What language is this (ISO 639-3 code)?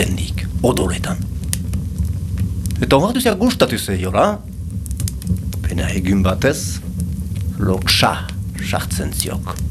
eus